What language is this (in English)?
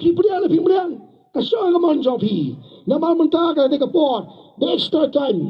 Khasi